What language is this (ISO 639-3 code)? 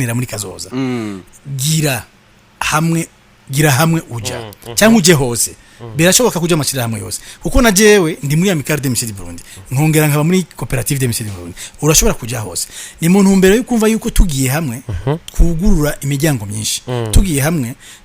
run